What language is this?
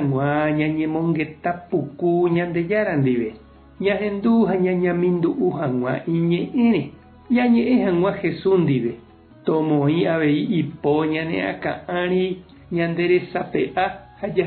Guarani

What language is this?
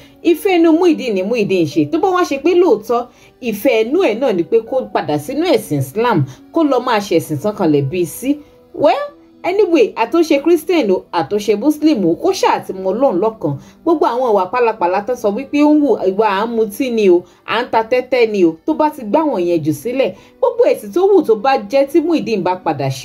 Yoruba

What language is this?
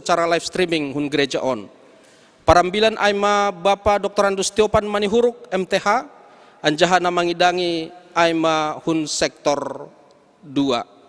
Batak Simalungun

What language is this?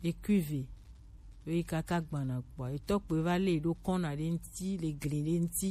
Gen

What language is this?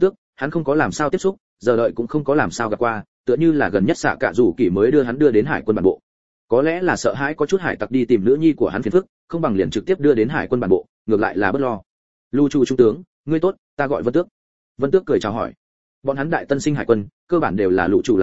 Vietnamese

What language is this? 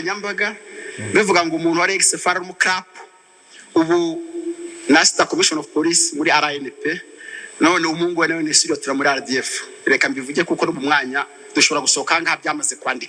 Kinyarwanda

